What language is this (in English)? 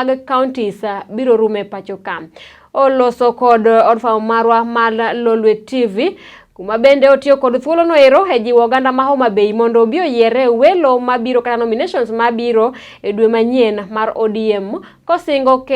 Luo (Kenya and Tanzania)